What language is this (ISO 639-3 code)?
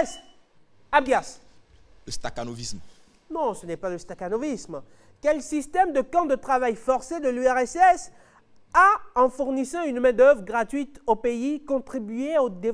fra